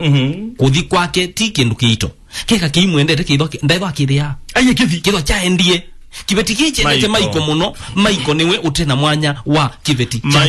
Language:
Kamba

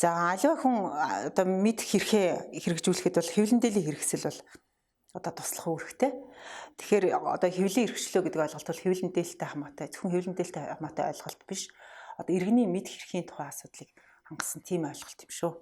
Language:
Mongolian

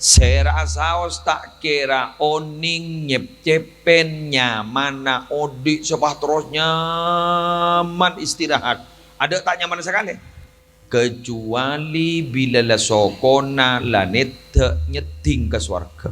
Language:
Madurese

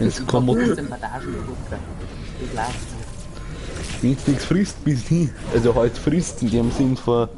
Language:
Bavarian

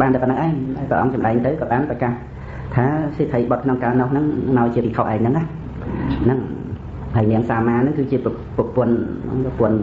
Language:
Khmer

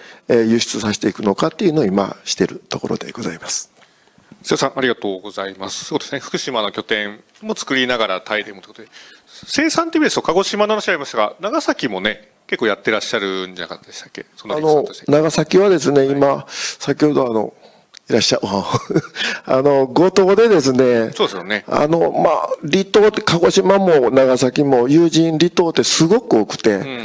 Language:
Japanese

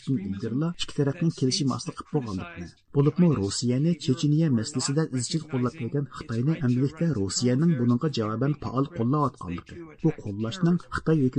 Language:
Uyghur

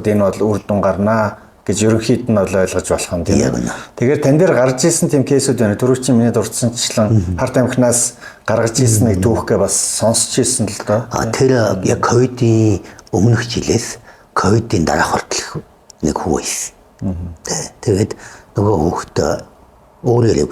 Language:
Mongolian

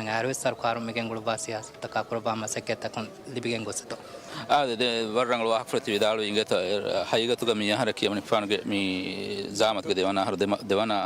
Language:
Divehi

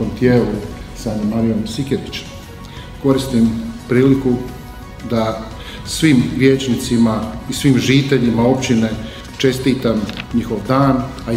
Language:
Croatian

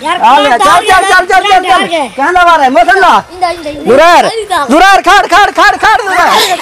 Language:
Saraiki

